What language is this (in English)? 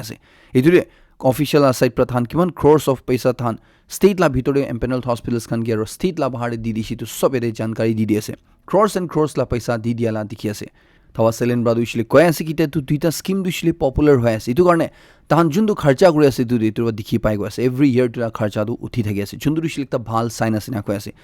Naga Pidgin